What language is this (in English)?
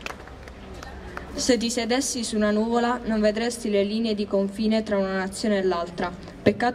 Italian